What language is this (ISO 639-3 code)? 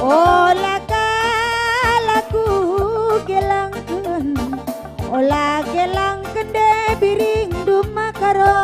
btx